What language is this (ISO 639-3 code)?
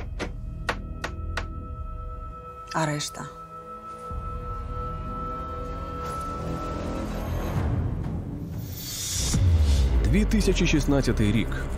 ukr